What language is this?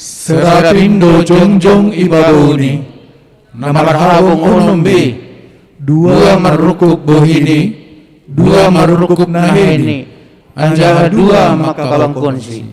Batak Simalungun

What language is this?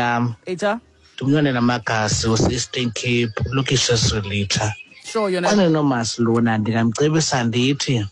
Xhosa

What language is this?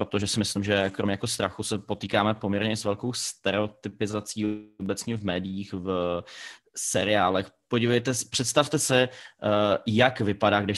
Czech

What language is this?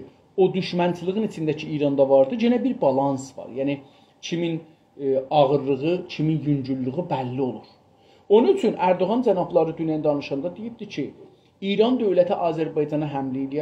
South Azerbaijani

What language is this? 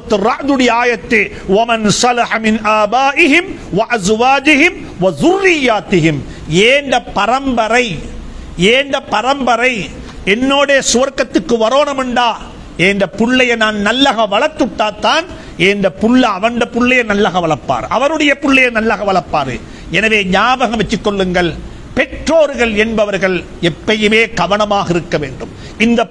Tamil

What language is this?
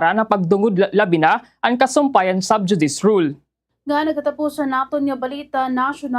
Waray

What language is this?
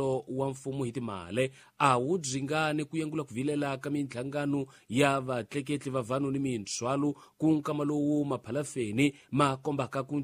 Tsonga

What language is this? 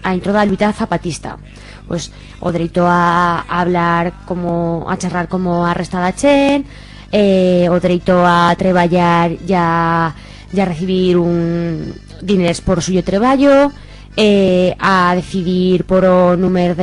Aragonese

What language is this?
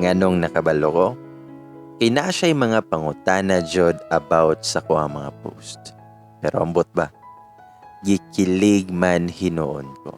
Cebuano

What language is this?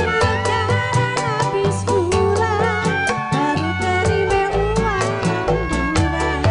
Betawi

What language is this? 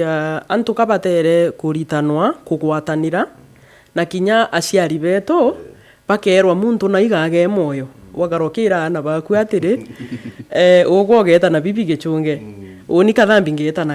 Meru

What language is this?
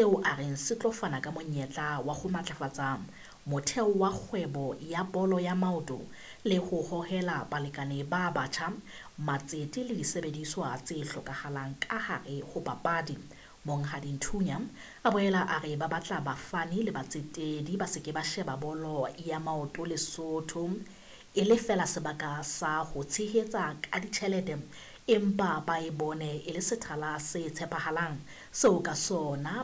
Southern Sotho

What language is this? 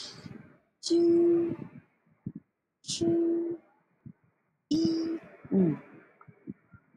Vietnamese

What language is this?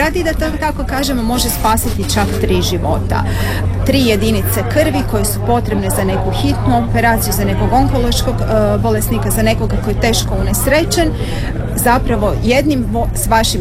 Croatian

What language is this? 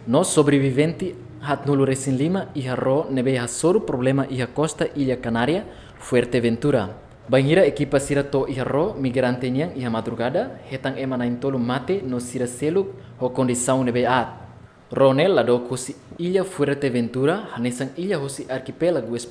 Tetum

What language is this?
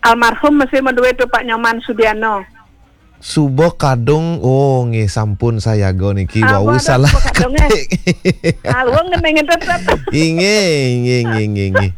Balinese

